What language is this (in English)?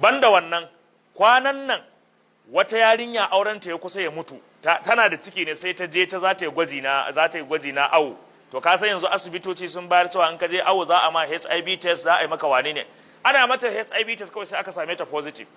Hausa